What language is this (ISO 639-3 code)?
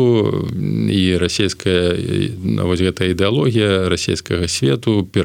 bel